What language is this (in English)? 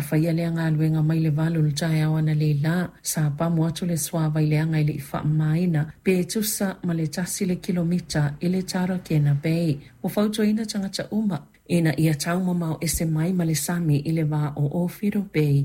Samoan